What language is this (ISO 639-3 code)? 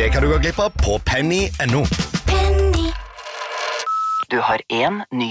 nor